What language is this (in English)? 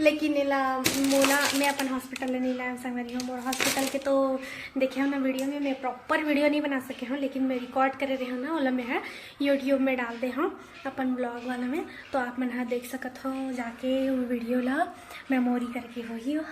Chhattisgarhi